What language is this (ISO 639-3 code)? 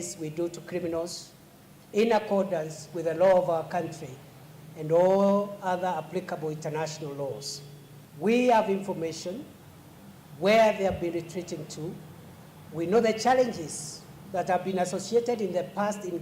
kam